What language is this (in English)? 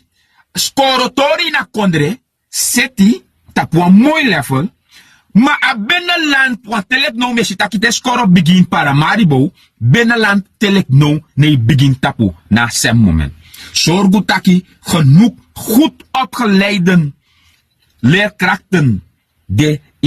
Sranan Tongo